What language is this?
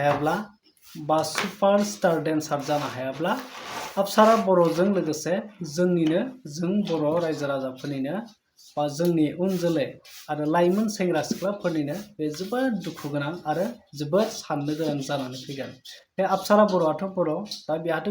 Bodo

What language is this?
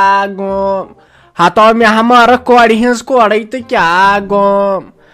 Kashmiri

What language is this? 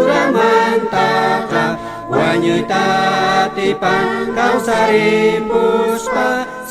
South Bolivian Quechua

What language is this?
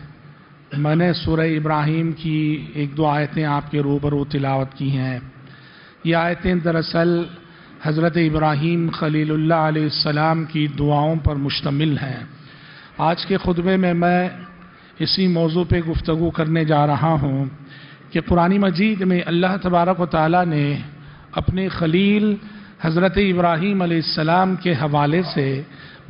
Urdu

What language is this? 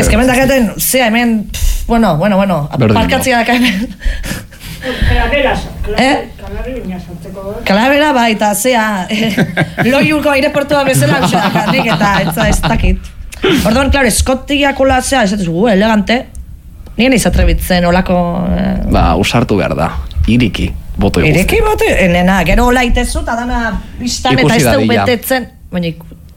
Basque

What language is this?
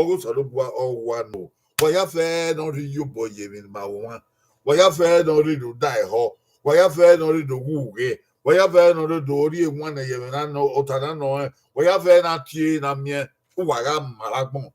Bini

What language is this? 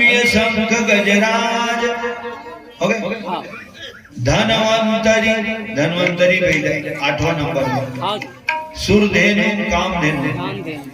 Chhattisgarhi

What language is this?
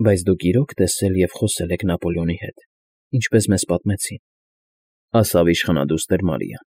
Armenian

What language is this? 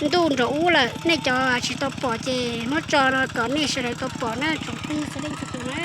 Hmong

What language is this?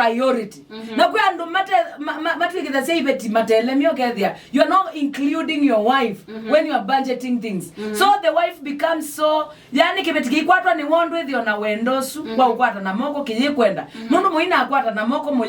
Kamba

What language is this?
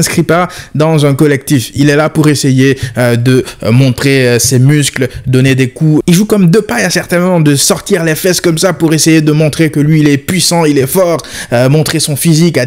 French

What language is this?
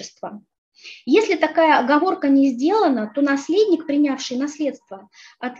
Russian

